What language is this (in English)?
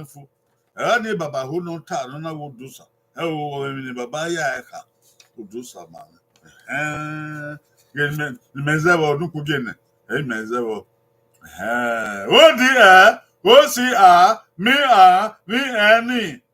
Bini